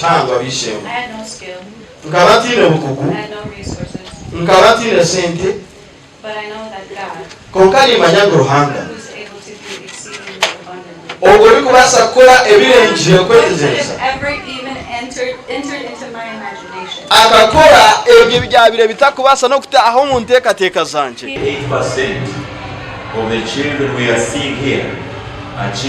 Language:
Nyankole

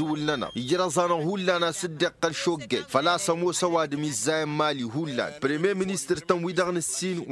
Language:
Tamasheq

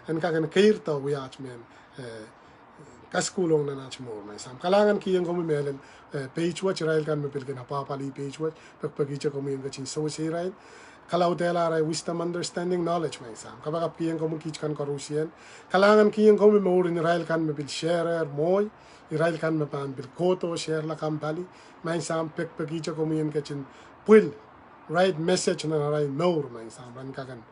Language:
Pohnpeian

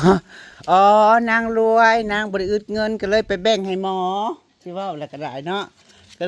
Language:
Northeastern Thai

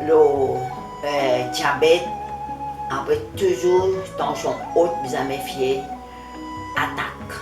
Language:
Morisyen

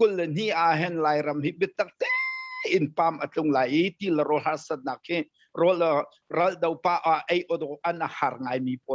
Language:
Hakha Chin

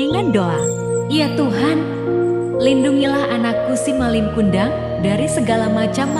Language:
Indonesian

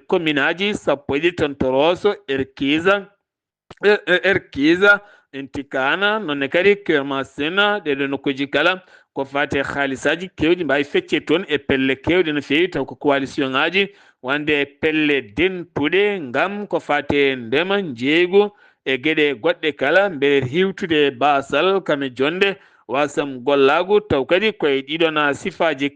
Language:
Fula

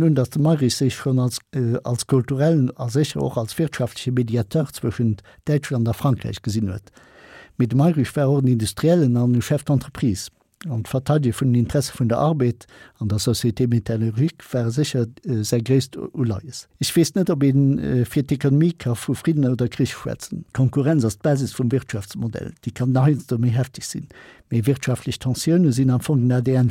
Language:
Luxembourgish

